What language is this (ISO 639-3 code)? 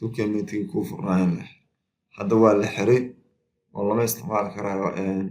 som